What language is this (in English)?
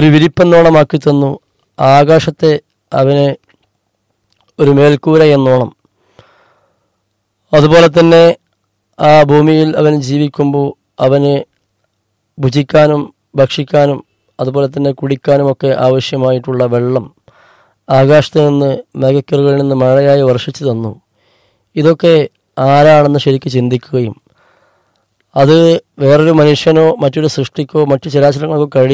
Malayalam